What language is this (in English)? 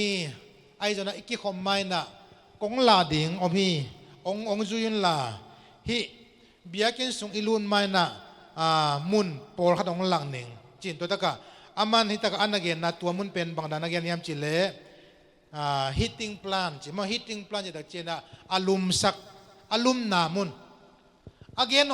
Tedim Chin